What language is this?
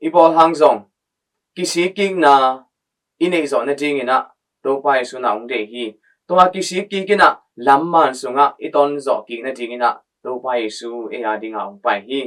Tedim Chin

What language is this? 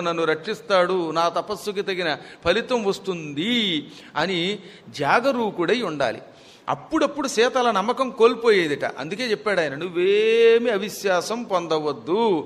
Telugu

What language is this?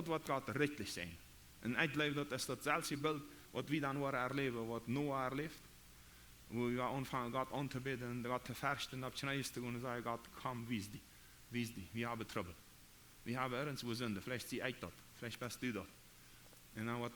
Plautdietsch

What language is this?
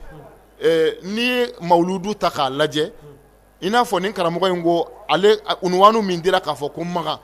Bambara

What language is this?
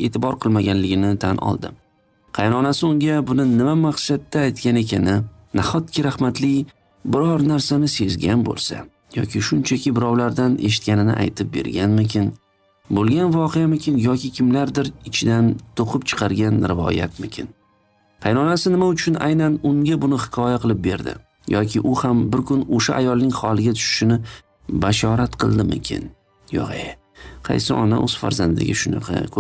Uzbek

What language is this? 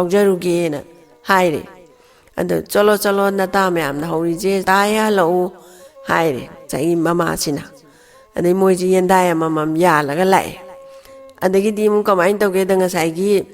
Manipuri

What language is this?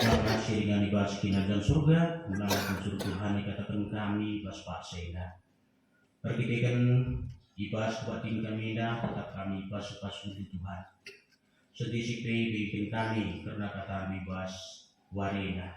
Batak Karo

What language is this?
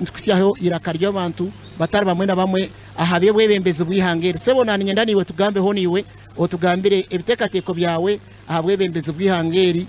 Nyankole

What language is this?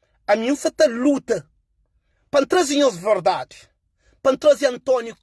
Kabuverdianu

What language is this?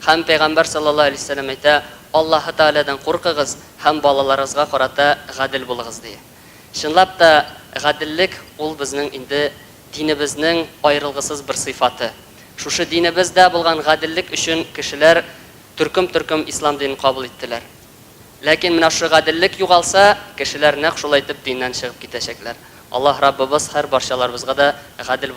Tatar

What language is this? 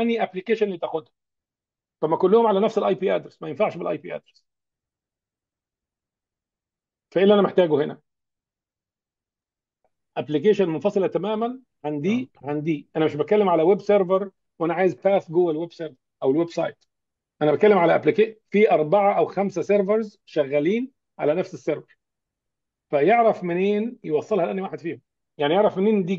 Egyptian Arabic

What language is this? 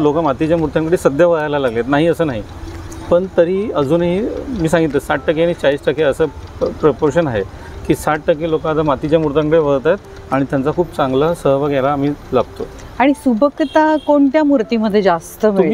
Marathi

